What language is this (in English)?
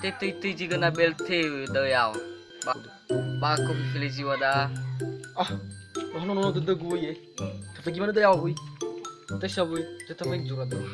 Nias